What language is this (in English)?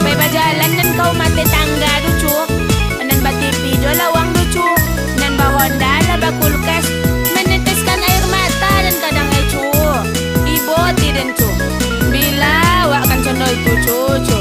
Minangkabau